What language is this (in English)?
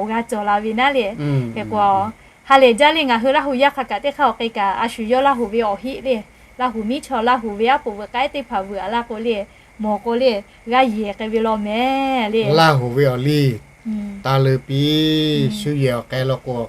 Lahu